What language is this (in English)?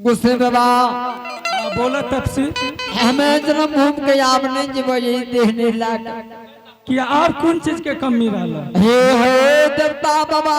Angika